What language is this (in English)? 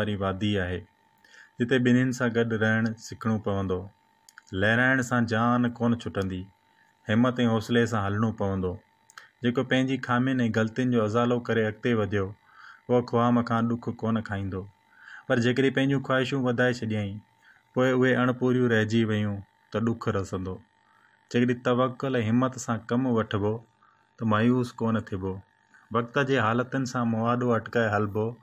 Sindhi